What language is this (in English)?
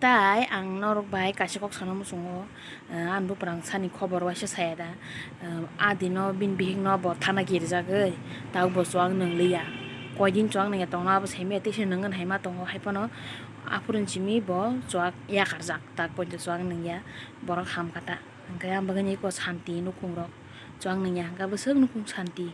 Kok Borok